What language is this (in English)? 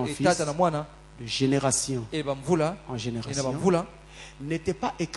French